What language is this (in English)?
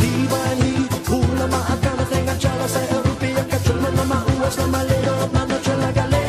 Batak Toba